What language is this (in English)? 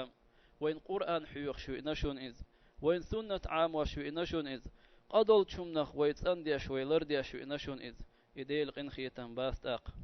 Chechen